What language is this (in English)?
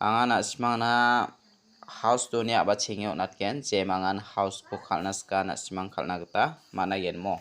Garo